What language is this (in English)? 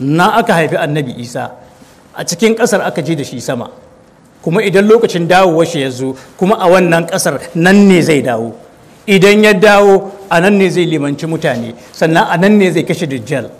Hausa